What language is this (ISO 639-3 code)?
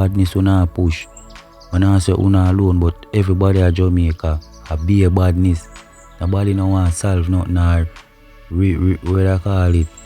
jam